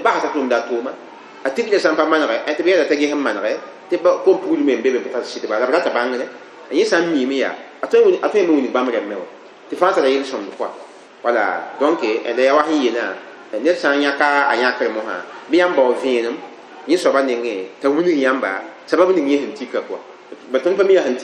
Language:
Mossi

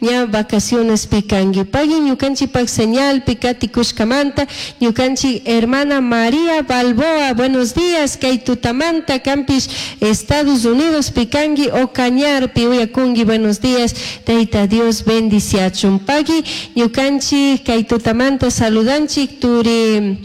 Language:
Chimborazo Highland Quichua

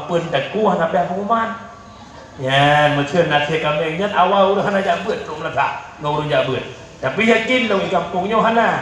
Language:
Achinese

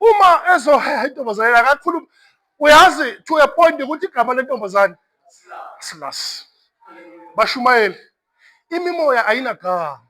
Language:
Zulu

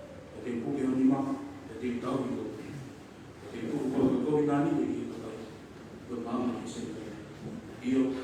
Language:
Tongan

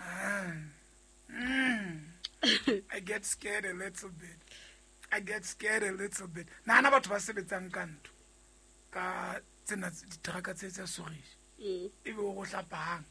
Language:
Southern Sotho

